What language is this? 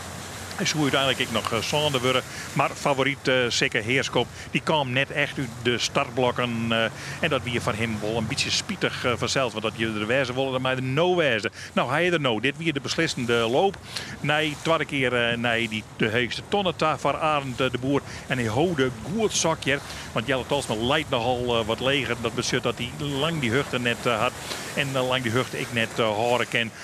Western Frisian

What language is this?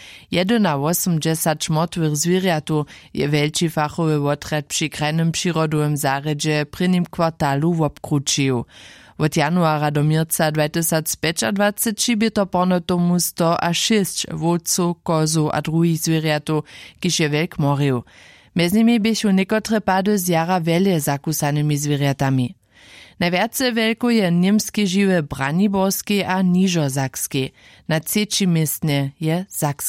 Upper Sorbian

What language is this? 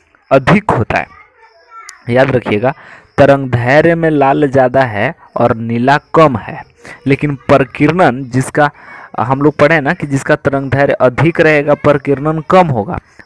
Hindi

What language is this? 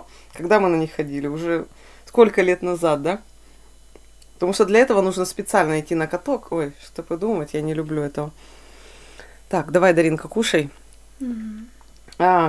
Russian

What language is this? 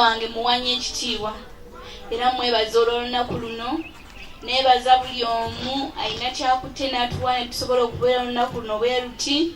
Ganda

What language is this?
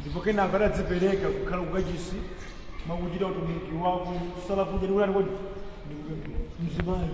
Nyanja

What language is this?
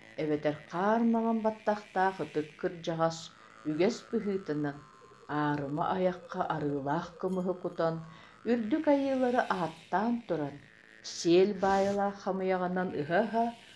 Yakut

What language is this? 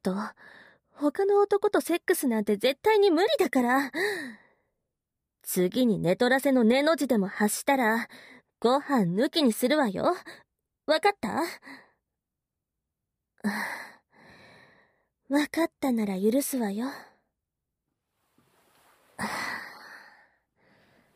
Japanese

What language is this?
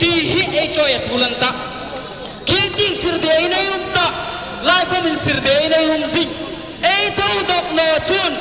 Hmar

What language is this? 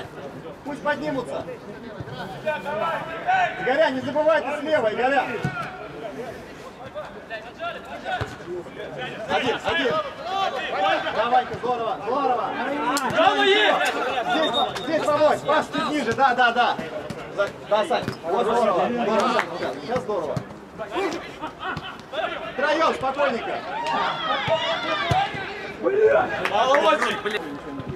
Russian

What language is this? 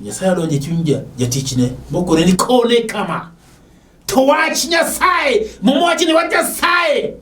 Luo (Kenya and Tanzania)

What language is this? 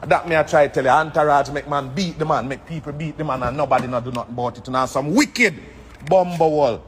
Jamaican Creole English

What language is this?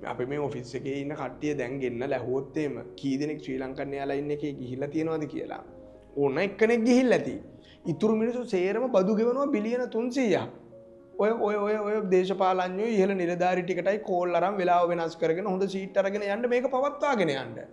Sinhala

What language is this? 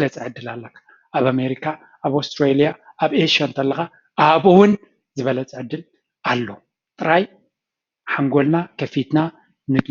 Tigrinya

